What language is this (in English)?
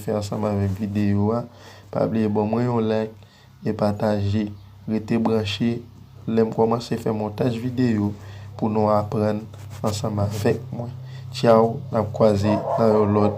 Haitian Creole